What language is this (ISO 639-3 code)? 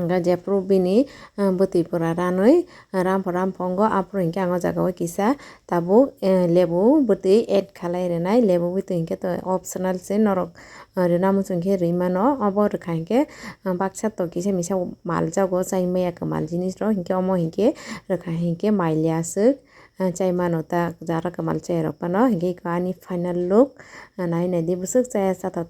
trp